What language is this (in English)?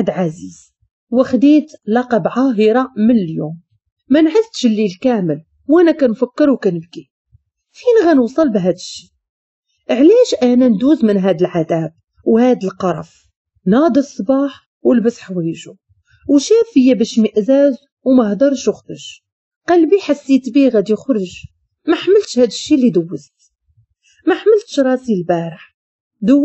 Moroccan Arabic